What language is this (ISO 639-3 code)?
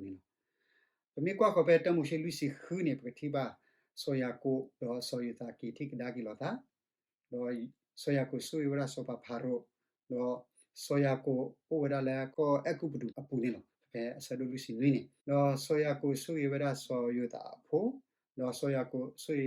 ksw